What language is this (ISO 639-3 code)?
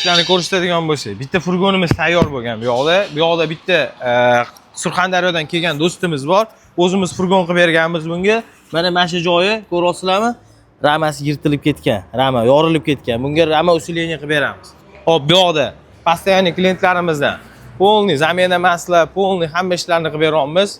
uzb